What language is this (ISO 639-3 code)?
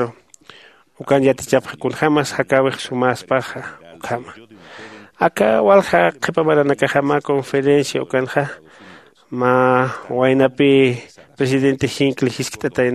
aym